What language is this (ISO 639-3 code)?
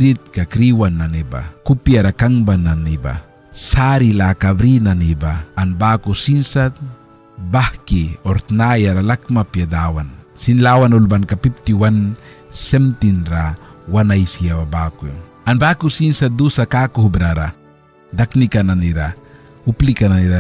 miq